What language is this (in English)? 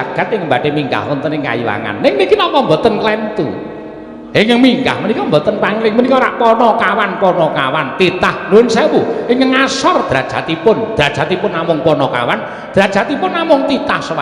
Javanese